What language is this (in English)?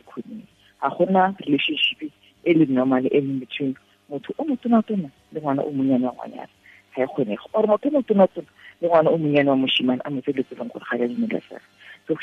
Tswana